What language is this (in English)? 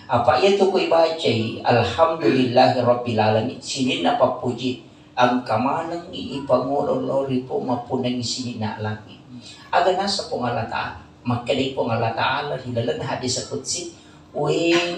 Buginese